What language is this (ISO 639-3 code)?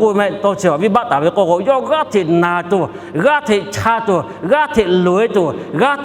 lhu